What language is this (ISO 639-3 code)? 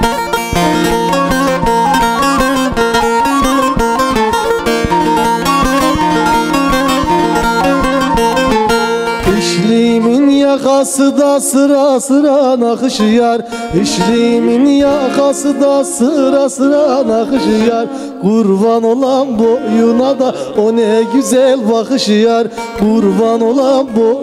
tur